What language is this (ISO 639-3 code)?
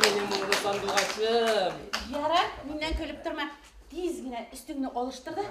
bak